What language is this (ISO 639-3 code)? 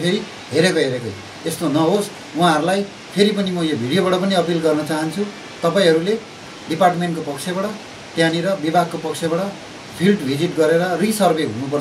nep